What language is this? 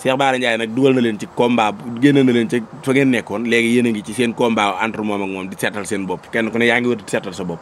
Wolof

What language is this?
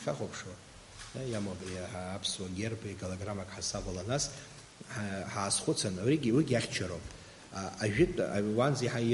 Abkhazian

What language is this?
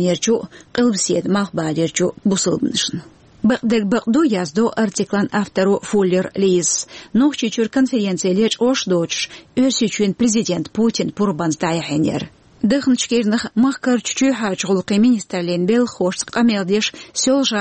Chechen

